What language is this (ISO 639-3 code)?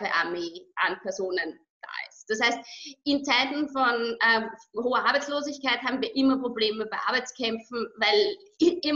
deu